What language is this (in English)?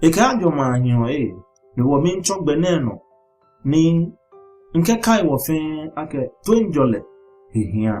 Ga